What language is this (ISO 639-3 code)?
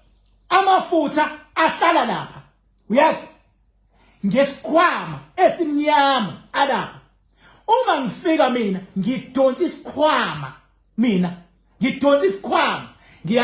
zul